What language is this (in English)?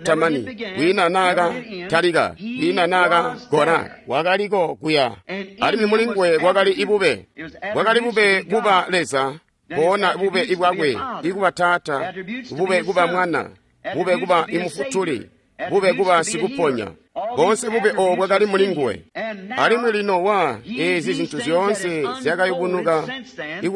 Tonga (Zambia)